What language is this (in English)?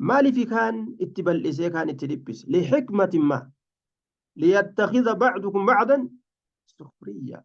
Oromo